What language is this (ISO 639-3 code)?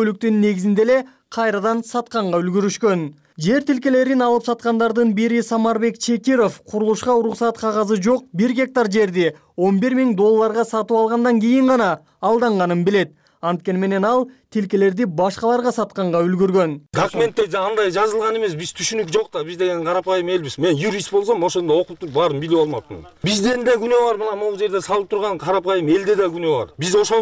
kir